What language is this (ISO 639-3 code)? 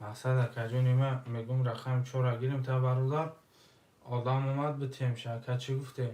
tgk